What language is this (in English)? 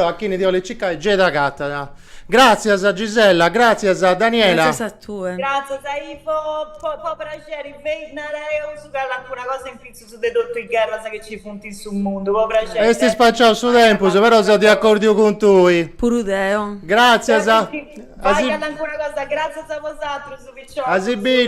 Sardinian